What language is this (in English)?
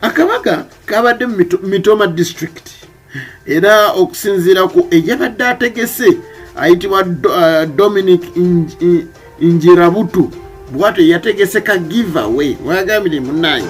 Ganda